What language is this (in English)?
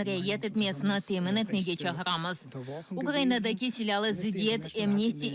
Crimean Tatar